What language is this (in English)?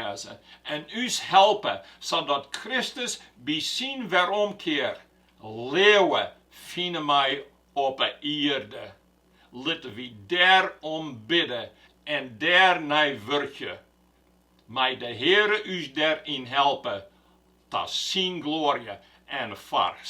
Western Frisian